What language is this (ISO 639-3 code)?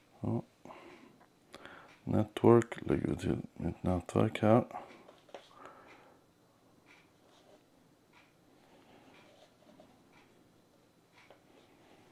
swe